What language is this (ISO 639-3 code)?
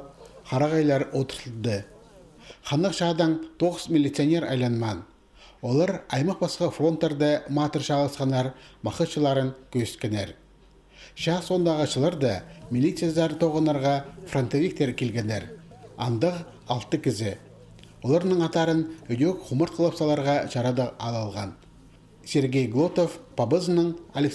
kjh